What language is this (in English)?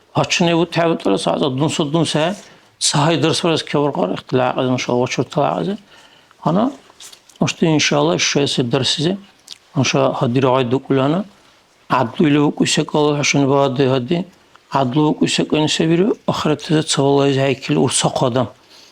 Dargwa